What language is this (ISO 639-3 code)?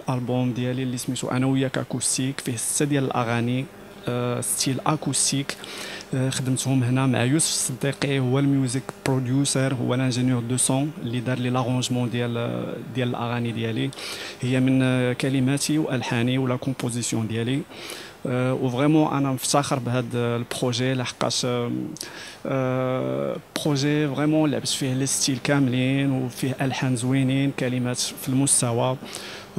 ary